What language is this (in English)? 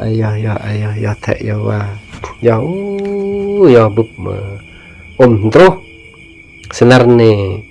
Khmu